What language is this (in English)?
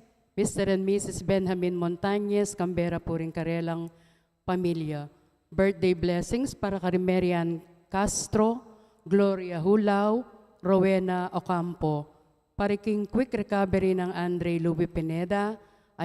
Pampanga